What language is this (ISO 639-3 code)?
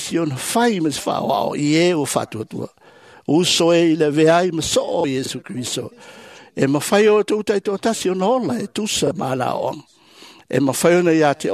smo